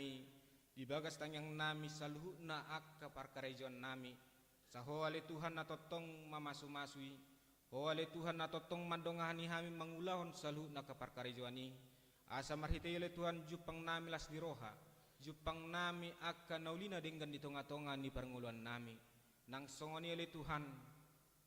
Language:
Batak Toba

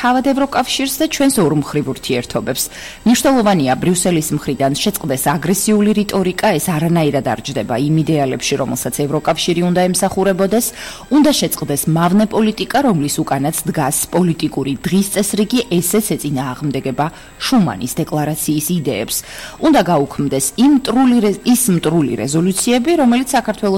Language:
Georgian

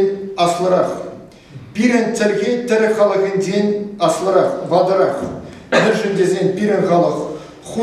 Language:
Chuvash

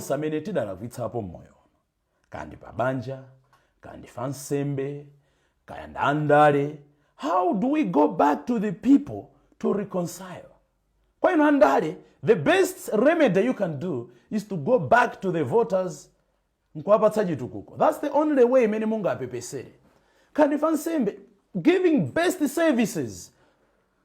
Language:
Nyanja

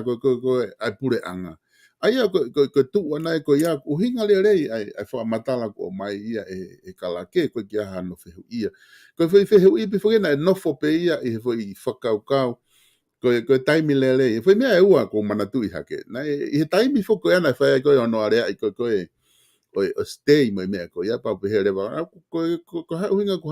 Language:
Tongan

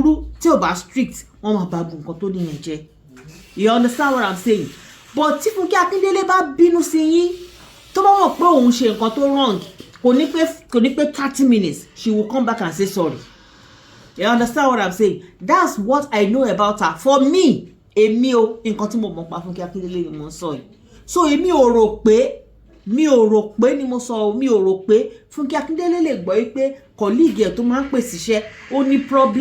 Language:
Yoruba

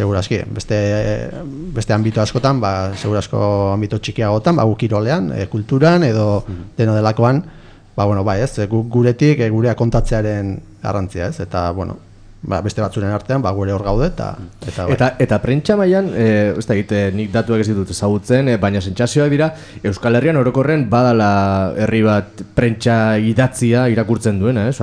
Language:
Basque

